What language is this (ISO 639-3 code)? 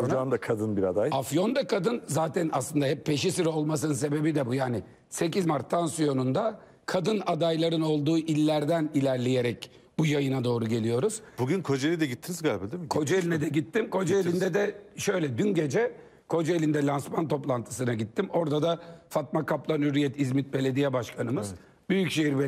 tur